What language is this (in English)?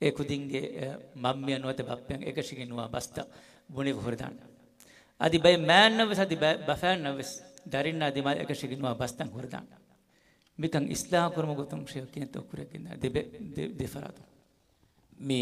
Divehi